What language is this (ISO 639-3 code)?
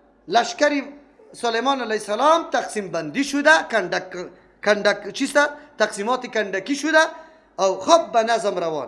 fas